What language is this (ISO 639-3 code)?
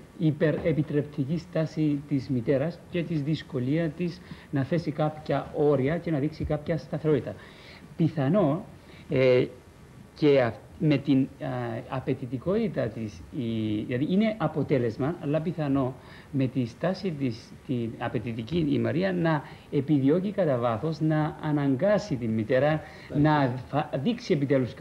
ell